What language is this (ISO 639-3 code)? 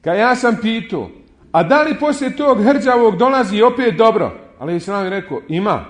bos